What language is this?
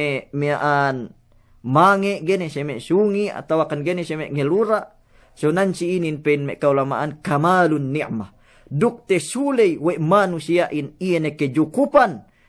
Yakan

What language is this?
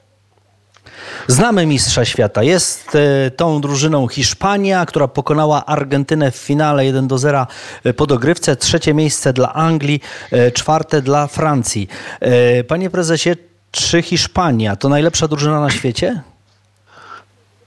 Polish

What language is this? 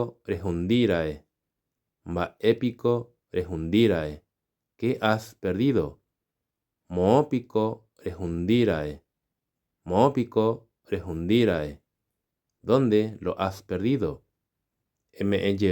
Guarani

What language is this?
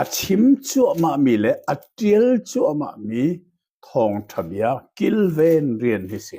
Hakha Chin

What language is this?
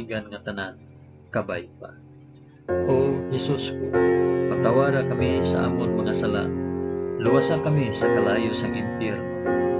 Hiligaynon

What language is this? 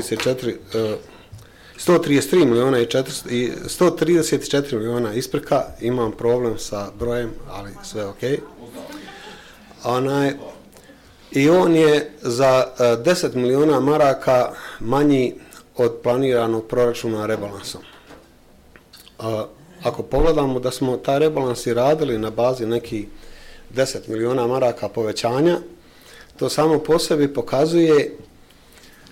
Bosnian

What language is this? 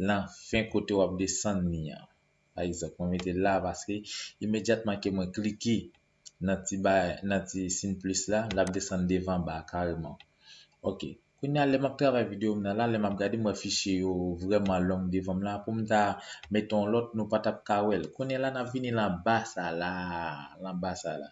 Haitian Creole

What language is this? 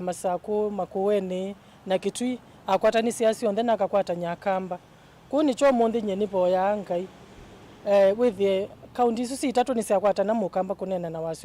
Kamba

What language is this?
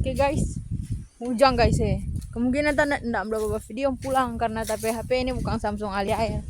Manado Malay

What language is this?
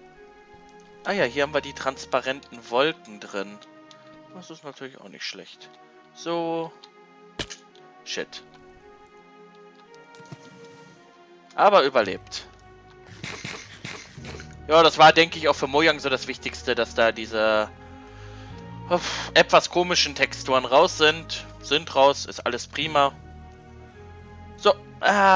German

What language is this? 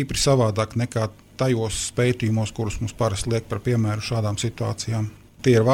Latvian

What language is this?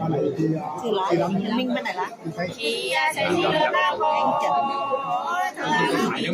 Nung (Viet Nam)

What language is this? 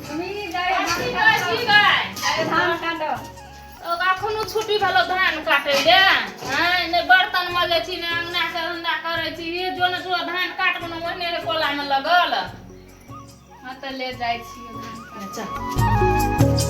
Maithili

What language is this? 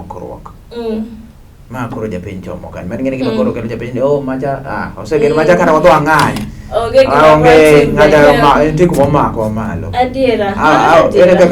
Luo (Kenya and Tanzania)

